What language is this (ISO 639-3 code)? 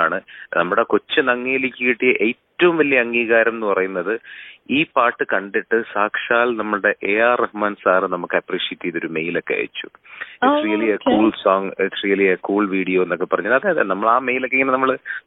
mal